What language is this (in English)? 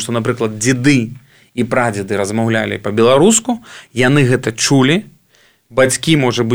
Belarusian